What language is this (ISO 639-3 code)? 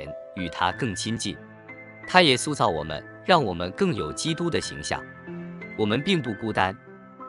zho